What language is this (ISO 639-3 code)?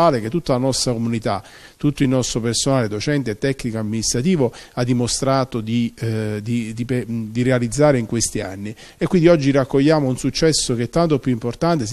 ita